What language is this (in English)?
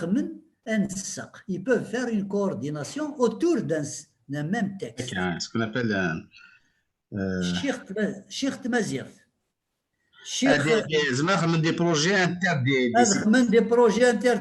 Kabyle